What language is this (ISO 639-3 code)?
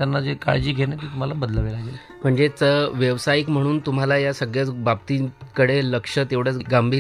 mar